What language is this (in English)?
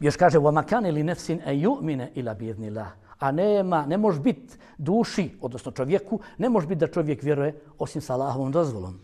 Bosnian